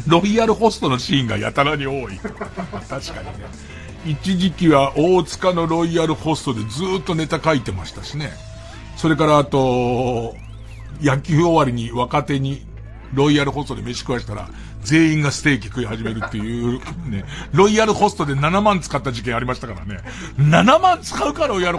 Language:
Japanese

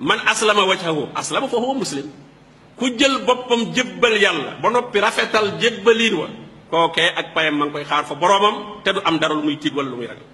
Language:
Wolof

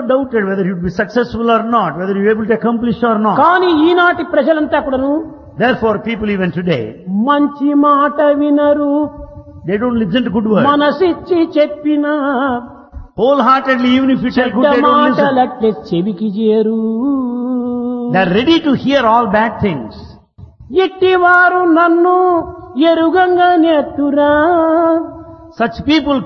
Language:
Telugu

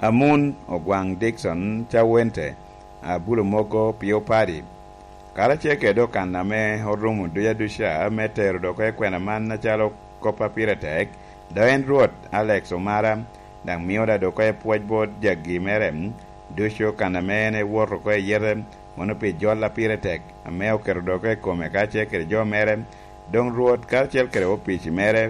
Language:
Lango (Uganda)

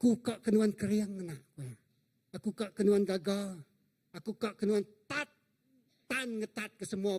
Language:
Iban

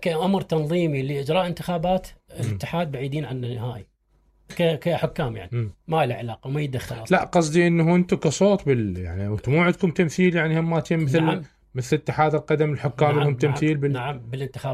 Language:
Mesopotamian Arabic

